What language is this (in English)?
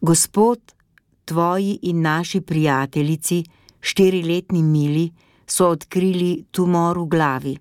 Slovenian